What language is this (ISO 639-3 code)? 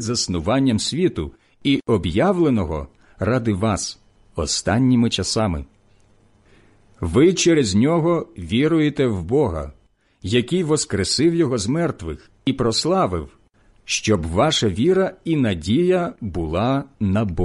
ukr